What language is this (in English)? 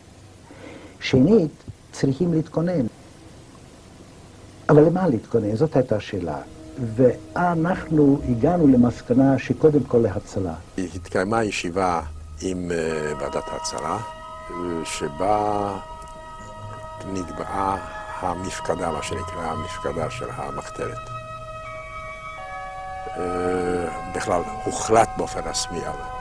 Hebrew